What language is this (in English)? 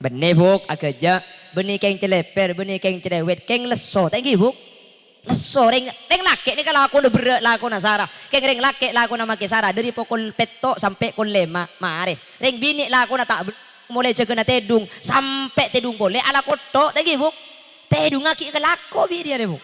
Madurese